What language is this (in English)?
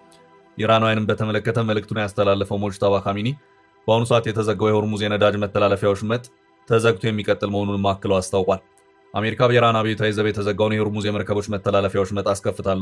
Amharic